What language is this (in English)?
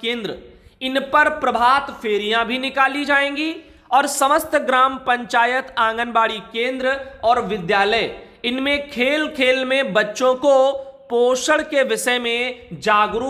Hindi